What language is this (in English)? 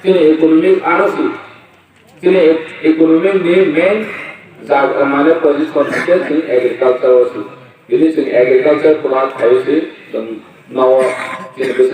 Kok Borok